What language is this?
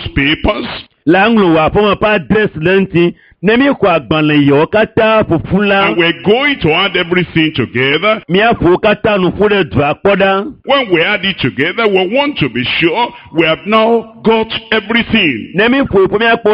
Ewe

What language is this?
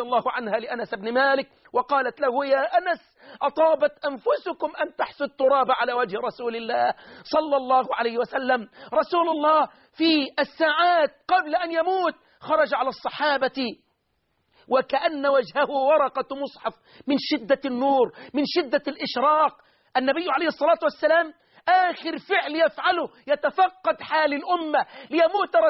Arabic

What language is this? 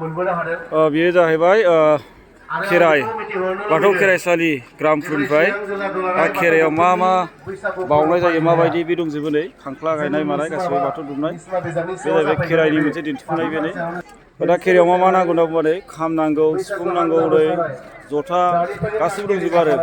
Bodo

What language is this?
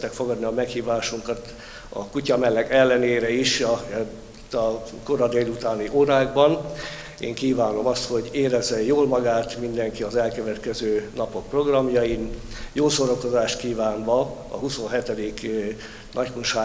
Hungarian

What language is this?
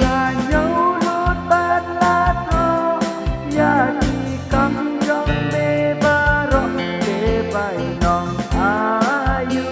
Khasi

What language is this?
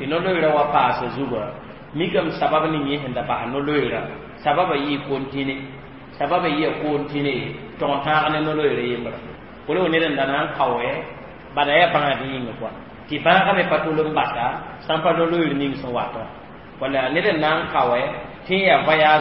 Mossi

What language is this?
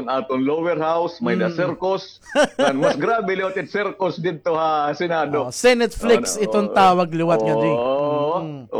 Waray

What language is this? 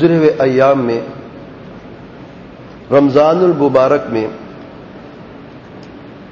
Urdu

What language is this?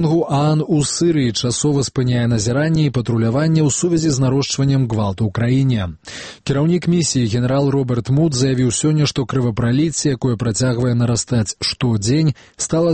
Belarusian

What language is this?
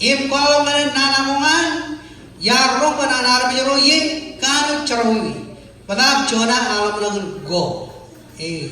Marshallese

